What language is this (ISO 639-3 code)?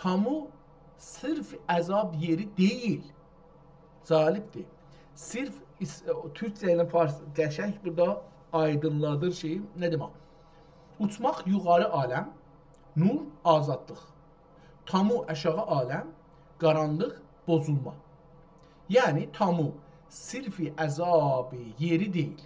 azb